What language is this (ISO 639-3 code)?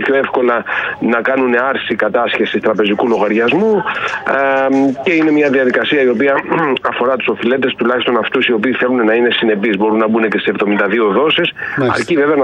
ell